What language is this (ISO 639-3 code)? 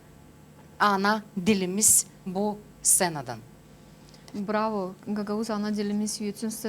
gag